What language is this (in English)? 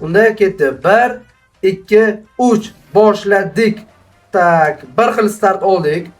Uzbek